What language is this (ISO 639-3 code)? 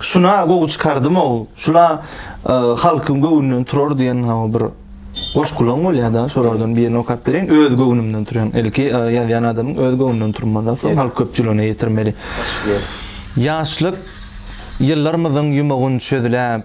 tuk